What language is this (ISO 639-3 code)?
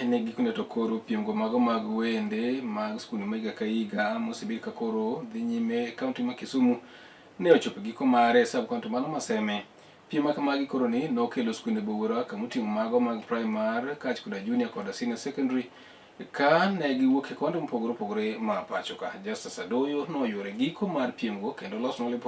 luo